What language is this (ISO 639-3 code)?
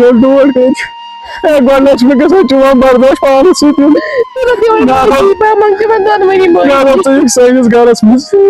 kas